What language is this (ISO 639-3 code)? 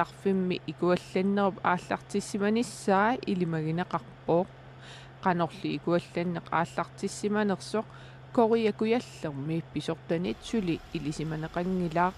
kal